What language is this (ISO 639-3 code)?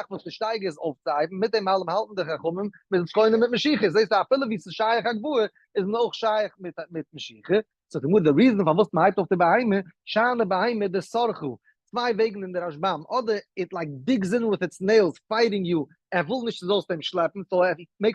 yid